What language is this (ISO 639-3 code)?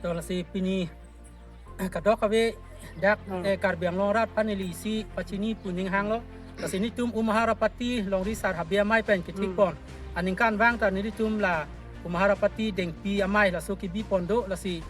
mjw